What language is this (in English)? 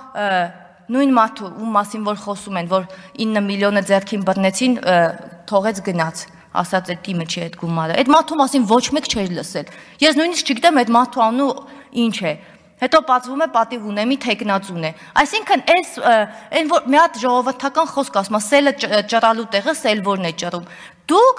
Armenian